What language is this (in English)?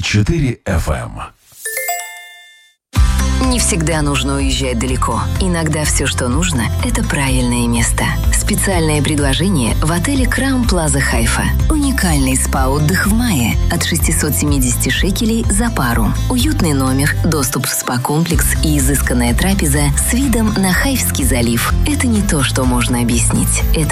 Russian